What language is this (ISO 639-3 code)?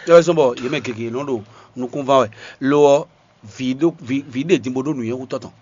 fon